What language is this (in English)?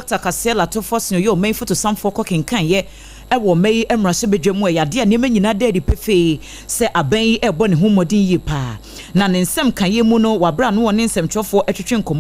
Akan